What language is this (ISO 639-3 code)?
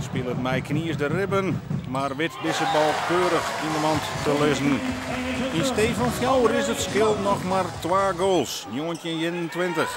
fry